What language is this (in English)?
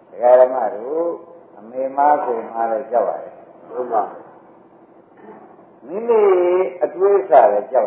Burmese